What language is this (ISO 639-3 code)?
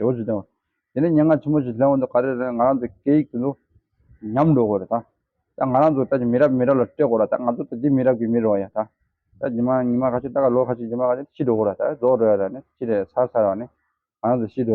bod